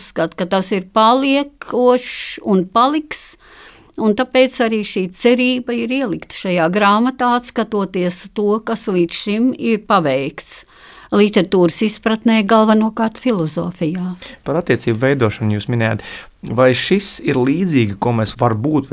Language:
Latvian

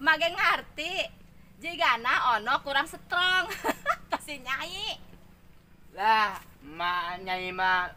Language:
Sundanese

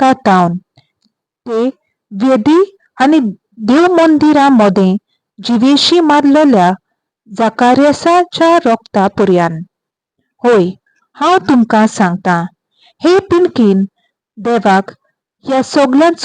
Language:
Konkani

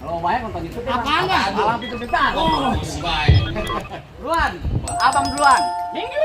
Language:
Betawi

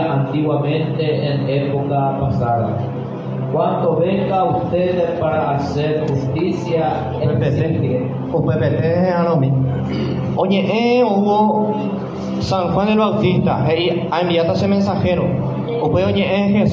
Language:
Guarani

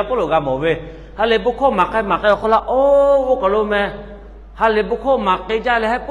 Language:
Lahu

